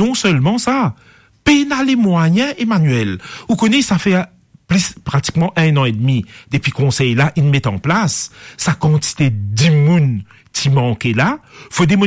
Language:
Morisyen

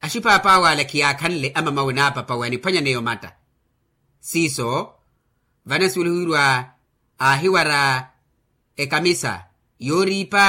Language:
Makhuwa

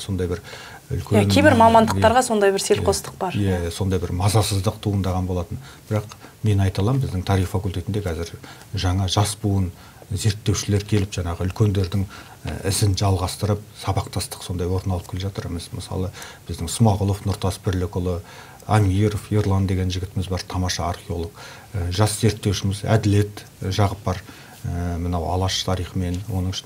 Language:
Kazakh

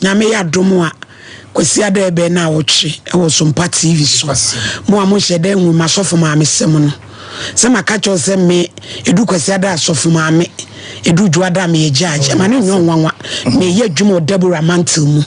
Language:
Akan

